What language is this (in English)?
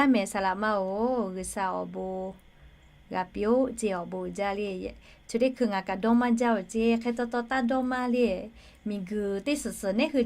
Lahu